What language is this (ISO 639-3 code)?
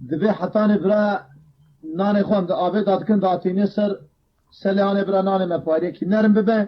kur